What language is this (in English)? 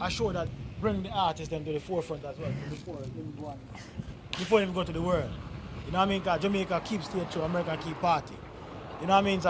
Jamaican Creole English